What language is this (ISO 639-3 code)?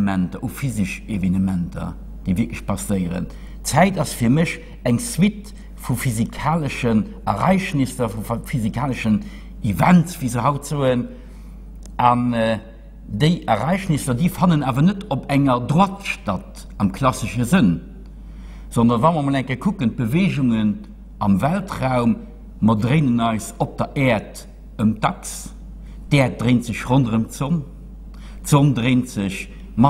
ltz